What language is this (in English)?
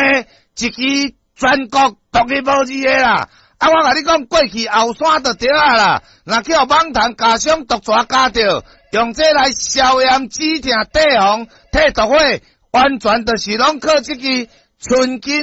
Min Nan Chinese